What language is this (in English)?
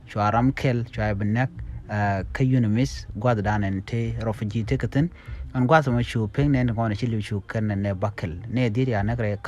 Nuer